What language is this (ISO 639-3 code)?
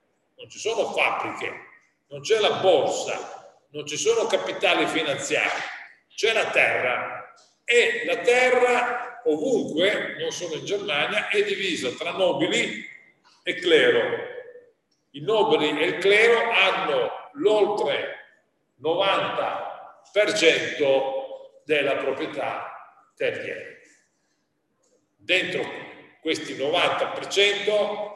ita